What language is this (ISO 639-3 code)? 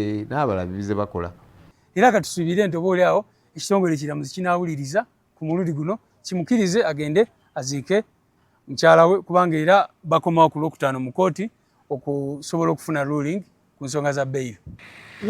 lug